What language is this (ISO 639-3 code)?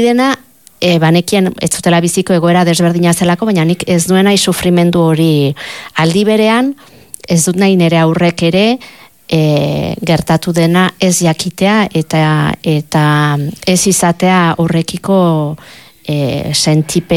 eus